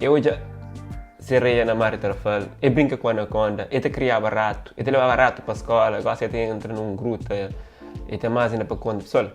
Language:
Kabuverdianu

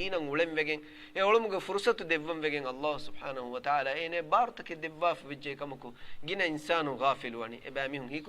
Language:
Divehi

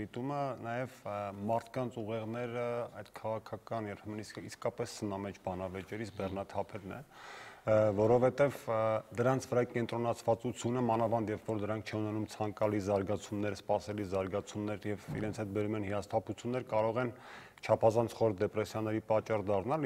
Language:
Armenian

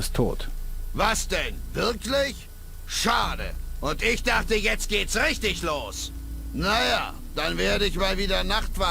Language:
Bavarian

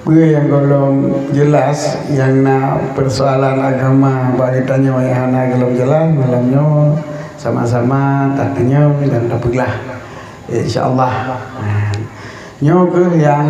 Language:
Achinese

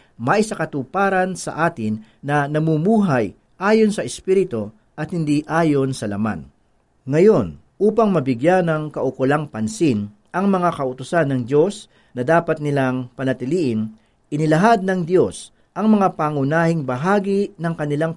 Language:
Filipino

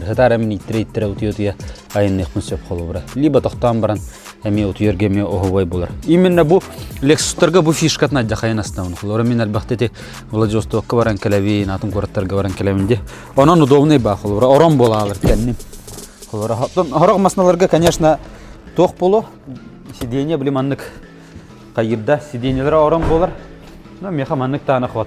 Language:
Yakut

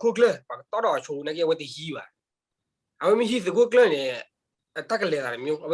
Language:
S'gaw Karen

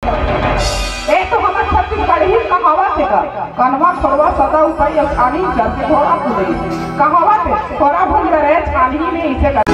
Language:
Chhattisgarhi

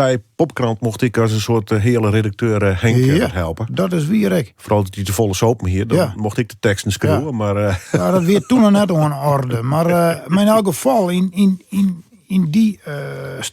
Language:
Western Frisian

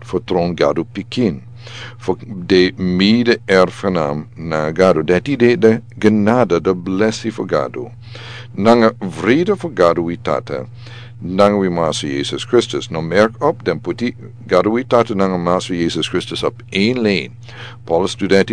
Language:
Sranan Tongo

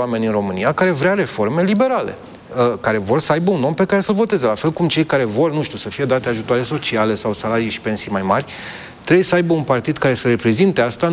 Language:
Romanian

